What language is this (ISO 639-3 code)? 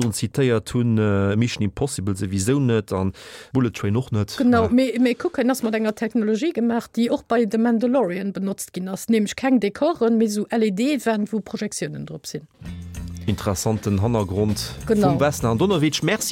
ltz